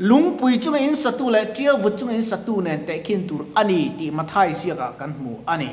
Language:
Mizo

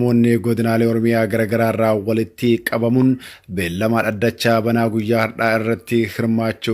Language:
Oromo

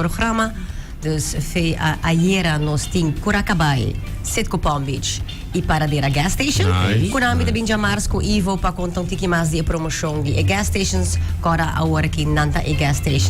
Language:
Papiamento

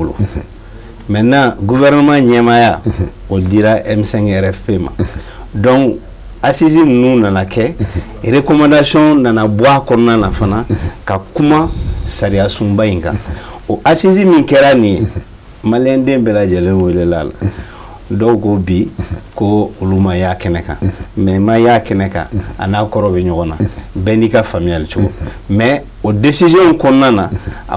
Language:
Bambara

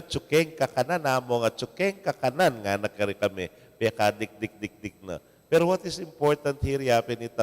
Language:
Pampanga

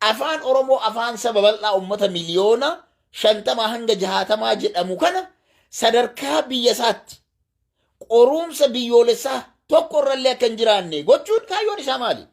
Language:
Oromo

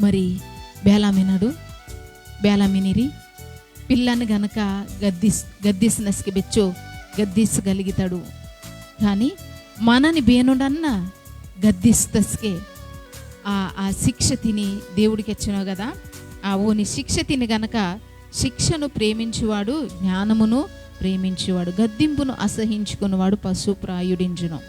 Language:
Koya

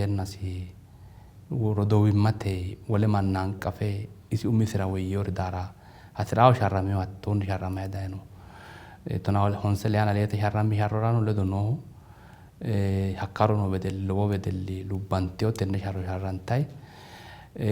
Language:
Sidamo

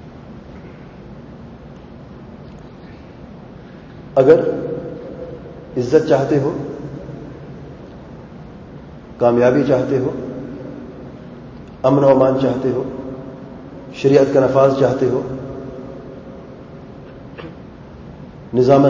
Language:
Urdu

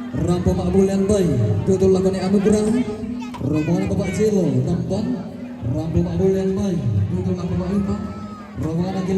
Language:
Toraja-Sa'dan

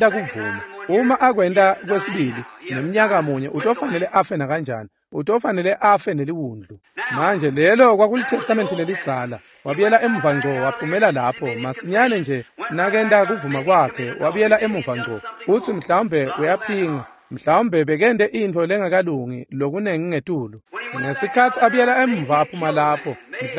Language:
Swati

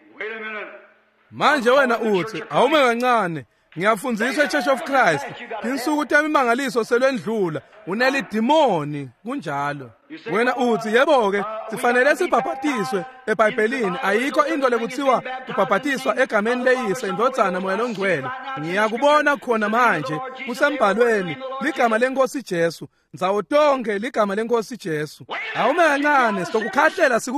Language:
Swati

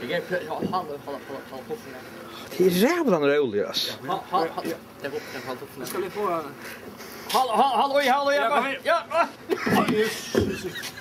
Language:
Faroese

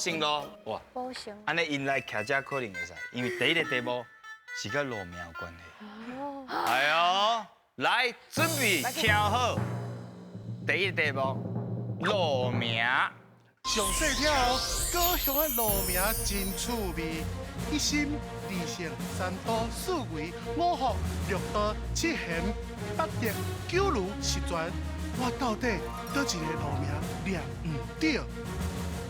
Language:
Min Nan Chinese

